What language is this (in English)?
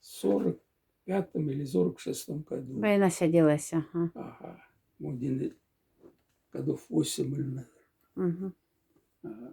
Moksha